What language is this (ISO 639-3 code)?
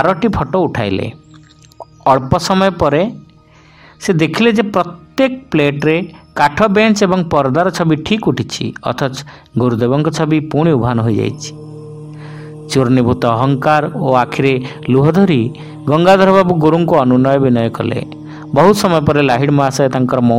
ori